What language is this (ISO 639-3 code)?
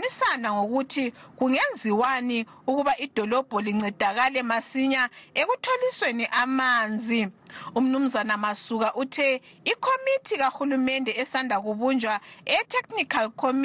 nde